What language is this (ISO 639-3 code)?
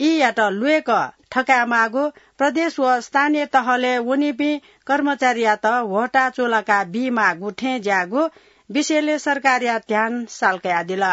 new